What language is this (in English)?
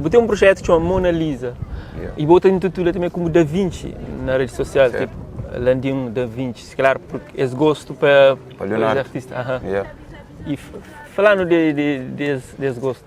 Kabuverdianu